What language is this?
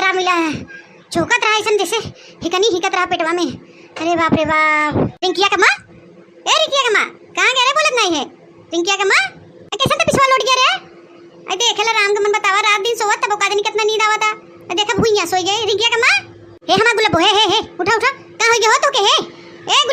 Awadhi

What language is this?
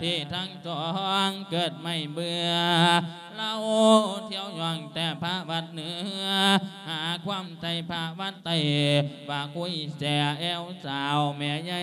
Lao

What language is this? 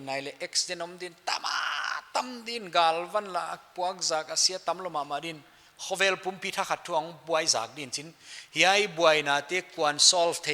Paite Chin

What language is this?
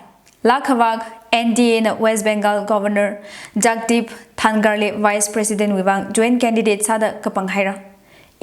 Tangkhul Naga (India)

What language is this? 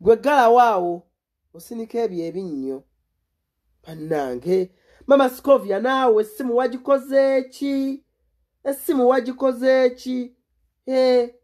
Ganda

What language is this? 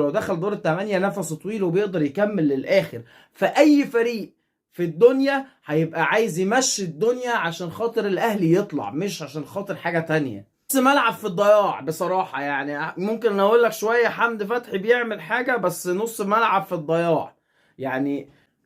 Egyptian Arabic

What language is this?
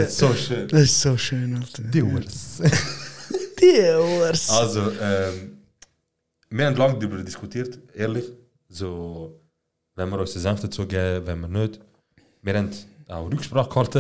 Swiss German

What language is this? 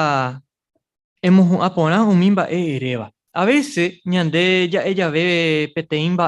Guarani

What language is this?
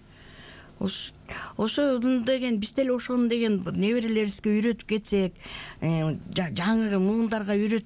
Kyrgyz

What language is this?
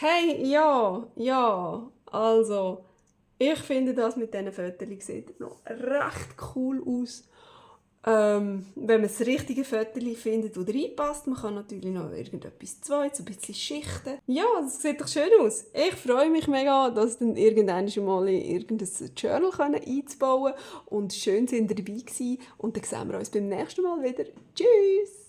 Swiss German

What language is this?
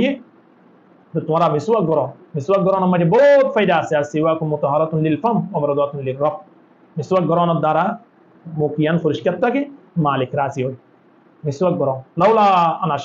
Rohingya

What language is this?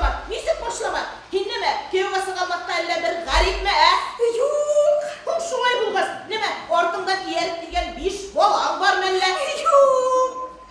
Bashkir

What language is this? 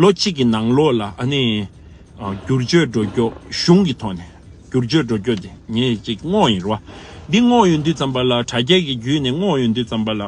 Tibetan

